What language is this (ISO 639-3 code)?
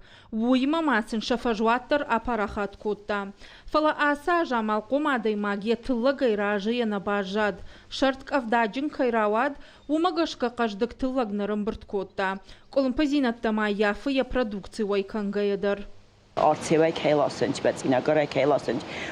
oss